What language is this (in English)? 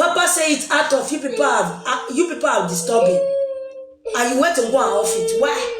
Nigerian Pidgin